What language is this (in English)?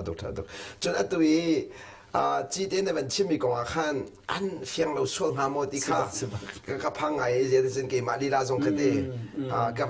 Hakha Chin